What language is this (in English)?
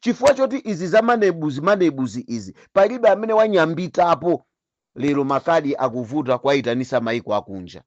Nyanja